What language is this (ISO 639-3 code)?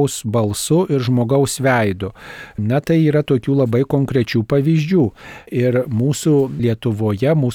lit